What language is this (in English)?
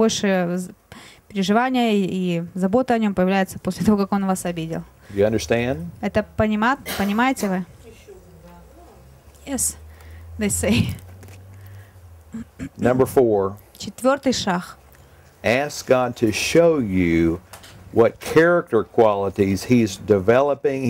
Russian